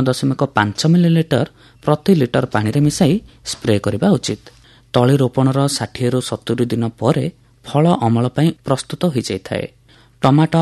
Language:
Odia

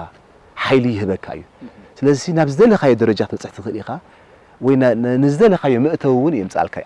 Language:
Tigrinya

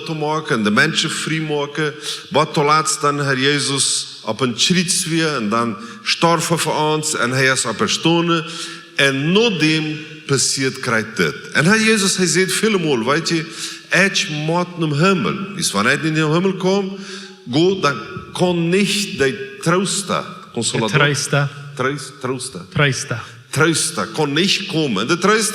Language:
Plautdietsch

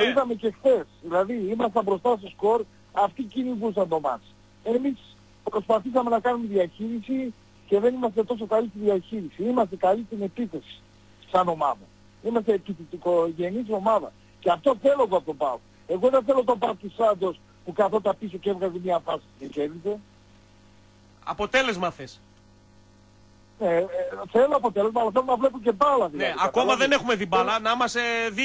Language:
Greek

